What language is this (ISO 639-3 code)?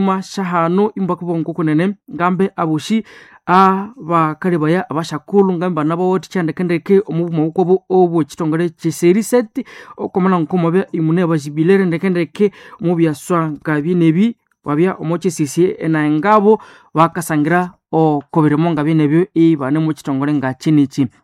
nnb